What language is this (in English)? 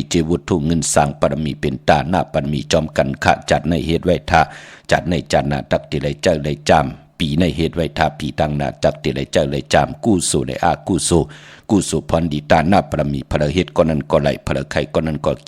Shan